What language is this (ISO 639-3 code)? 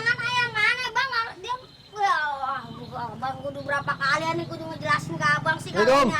bew